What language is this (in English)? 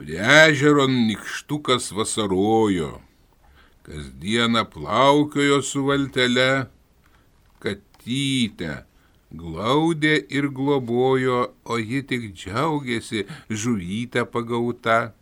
Lithuanian